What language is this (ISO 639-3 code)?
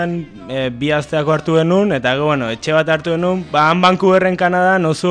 eus